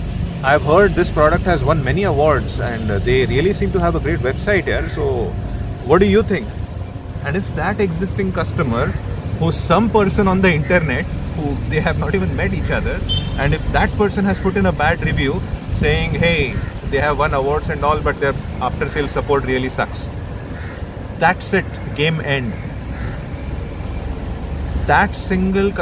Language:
English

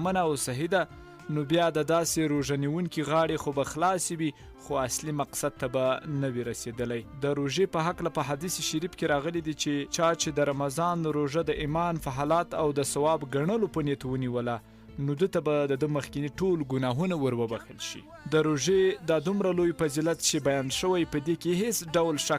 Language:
Pashto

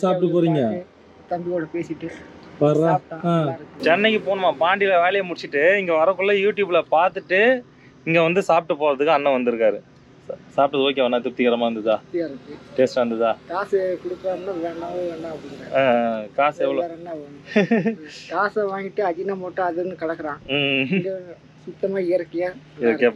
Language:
Tamil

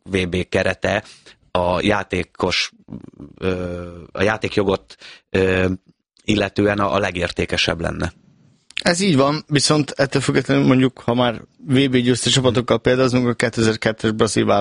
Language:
Hungarian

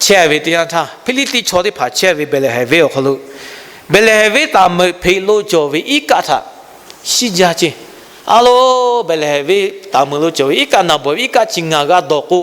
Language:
Lahu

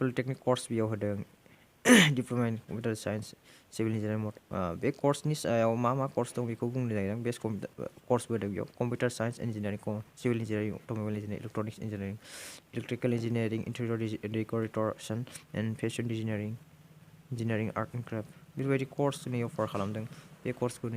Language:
Bodo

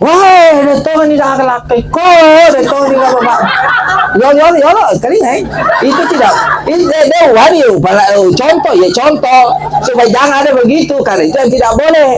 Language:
Buginese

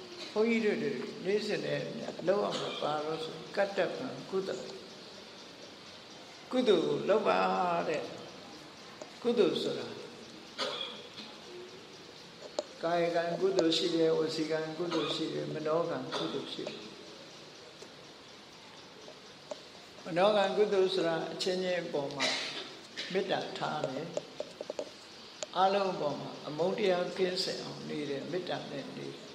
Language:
Burmese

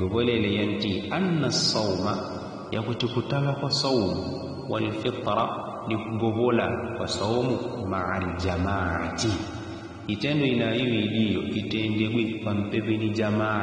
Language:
Yao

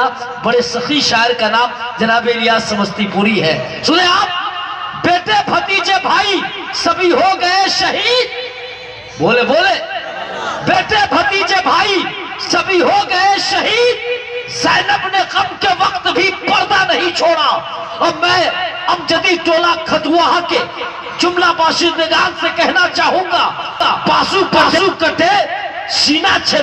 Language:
Urdu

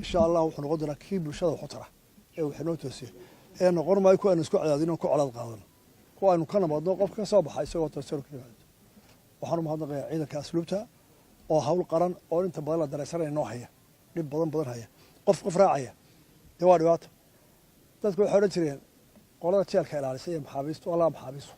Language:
Somali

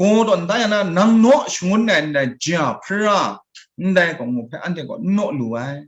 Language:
Kachin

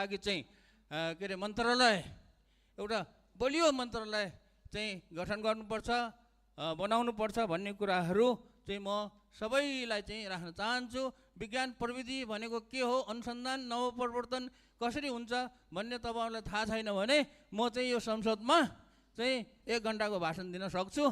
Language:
Nepali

